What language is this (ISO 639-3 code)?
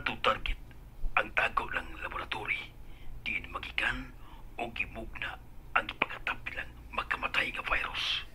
ceb